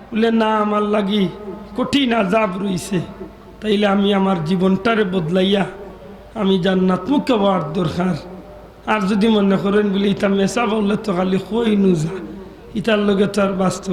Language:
Sylheti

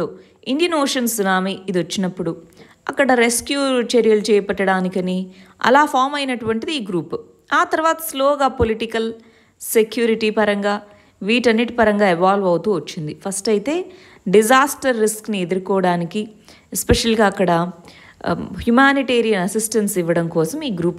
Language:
Telugu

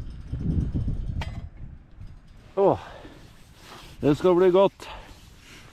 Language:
Norwegian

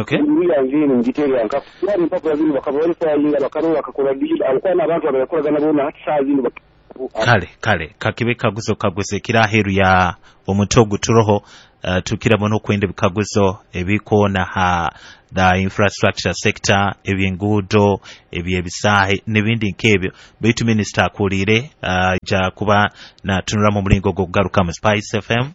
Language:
Nyoro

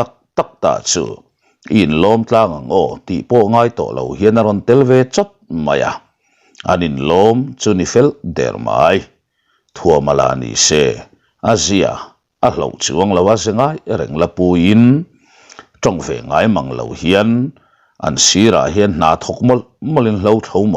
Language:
Mizo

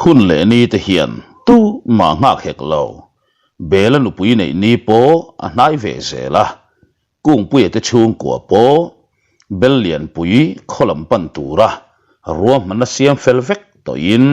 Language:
Mizo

